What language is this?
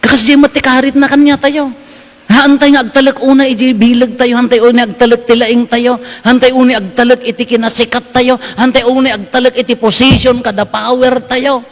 Iloko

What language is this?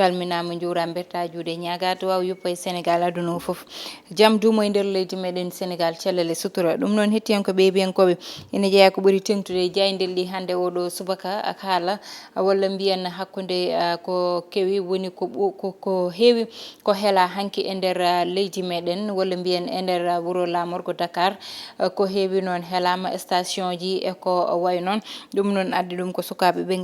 Fula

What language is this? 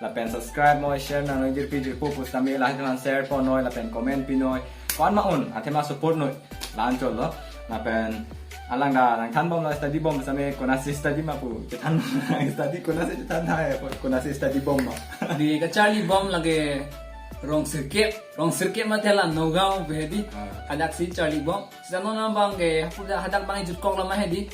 Karbi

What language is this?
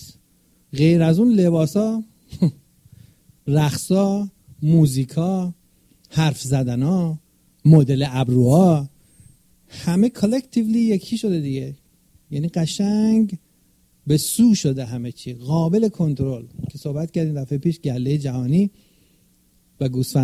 Persian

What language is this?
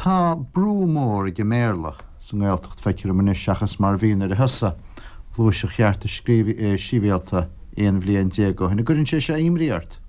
Irish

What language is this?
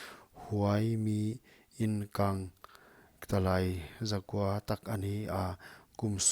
Paite Chin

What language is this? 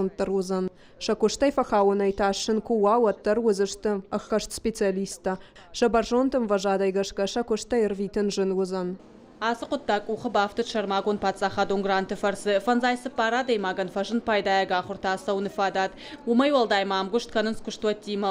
Ossetic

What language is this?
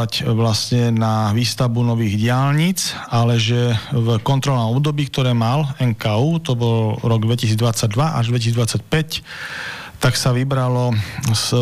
Slovak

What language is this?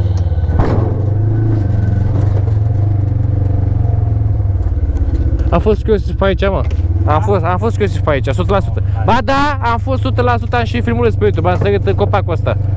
Romanian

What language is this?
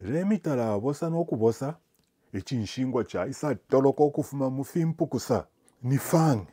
Bemba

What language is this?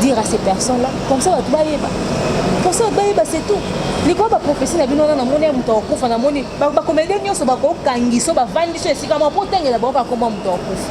Lingala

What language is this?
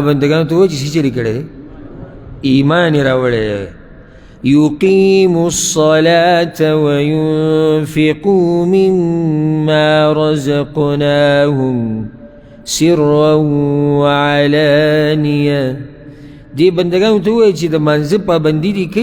Pashto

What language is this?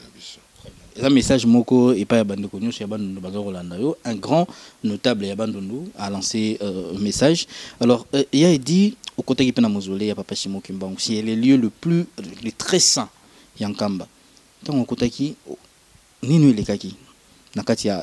Lingala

